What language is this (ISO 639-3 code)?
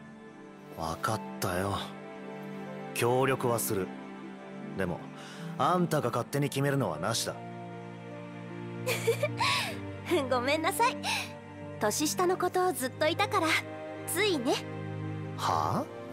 jpn